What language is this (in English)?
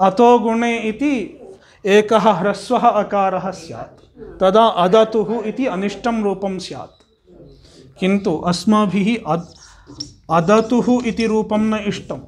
Sanskrit